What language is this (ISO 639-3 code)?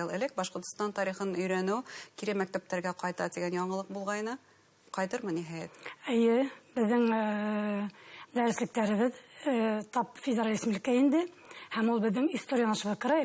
bak